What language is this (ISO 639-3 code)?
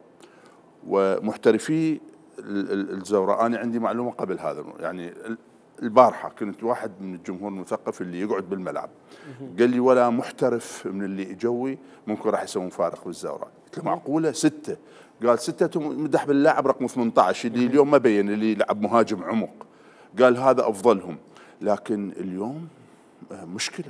acm